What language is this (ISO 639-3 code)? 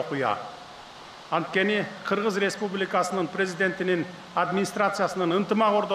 kir